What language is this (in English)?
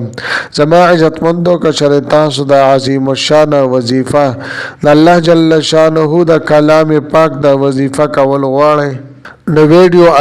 Pashto